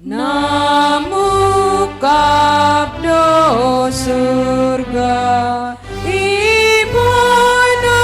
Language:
Batak Simalungun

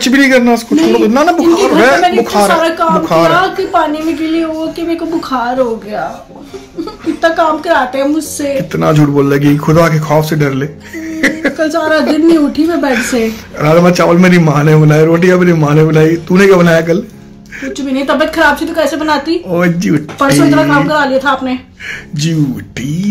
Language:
Hindi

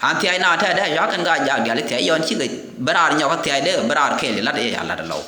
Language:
Nuer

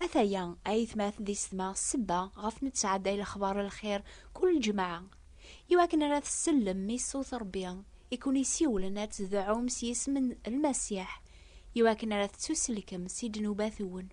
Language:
Kabyle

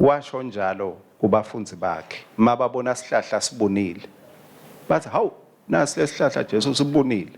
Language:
Swati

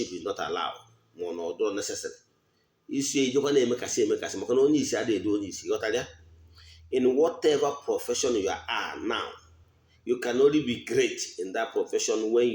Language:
Igbo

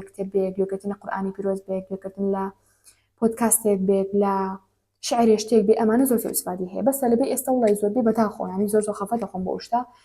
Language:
Central Kurdish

